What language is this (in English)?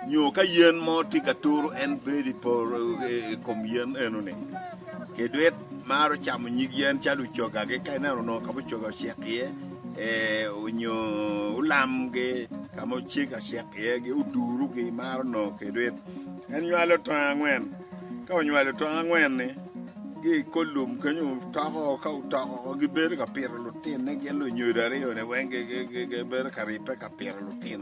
Acoli